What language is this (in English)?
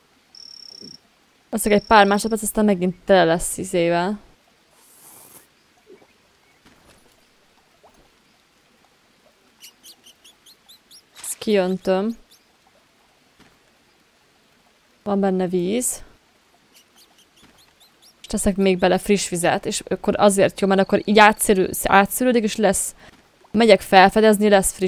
Hungarian